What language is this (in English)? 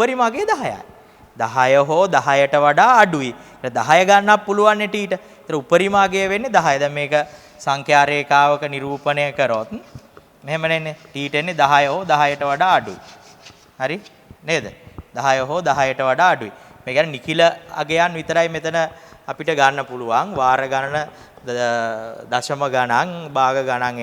Sinhala